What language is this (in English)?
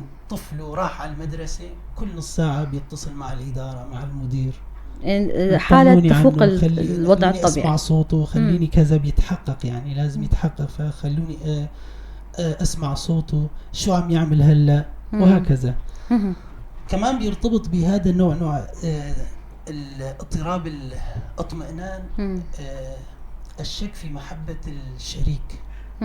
North Levantine Arabic